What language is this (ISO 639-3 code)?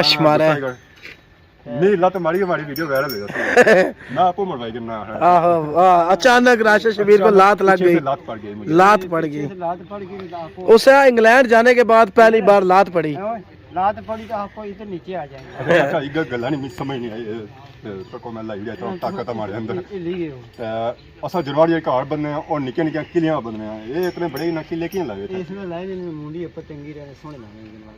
phr